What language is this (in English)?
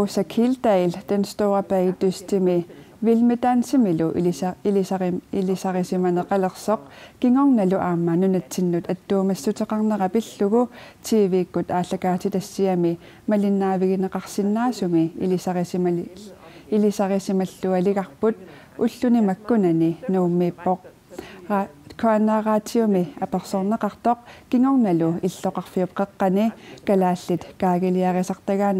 Kalaallisut